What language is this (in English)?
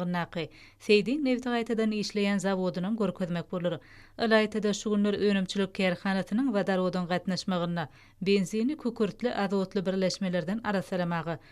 Turkmen